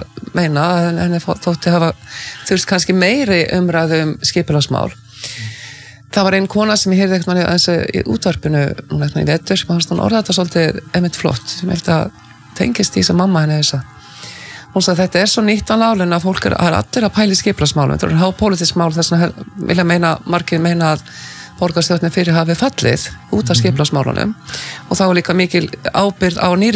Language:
Icelandic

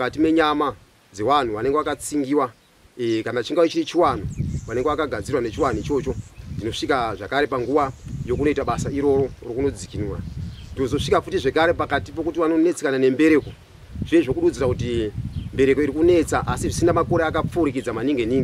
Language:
Shona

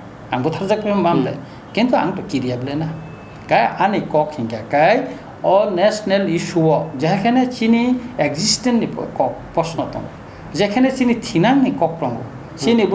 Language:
Kok Borok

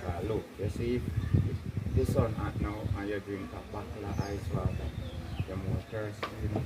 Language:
Jamaican Creole English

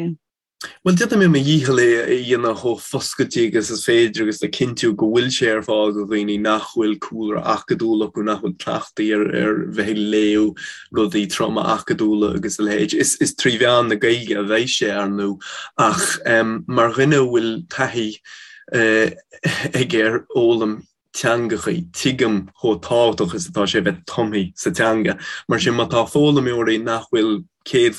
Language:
Irish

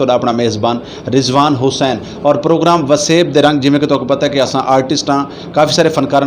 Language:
Saraiki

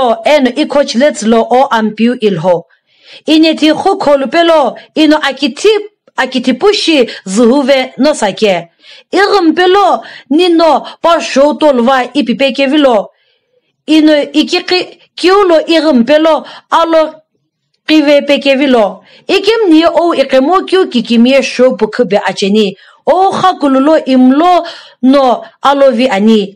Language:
Sumi Naga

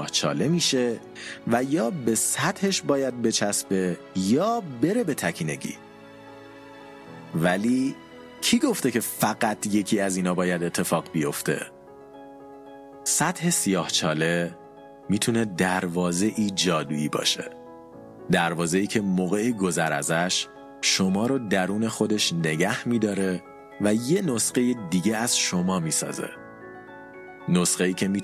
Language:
Persian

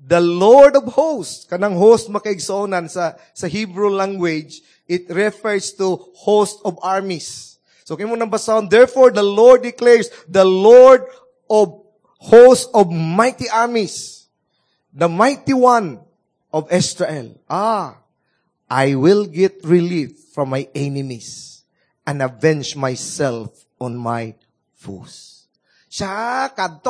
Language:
Cebuano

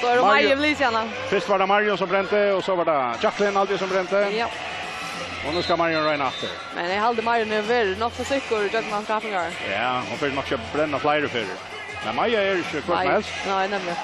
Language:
Faroese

